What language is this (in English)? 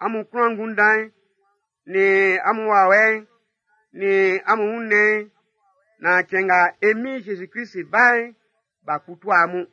Baoulé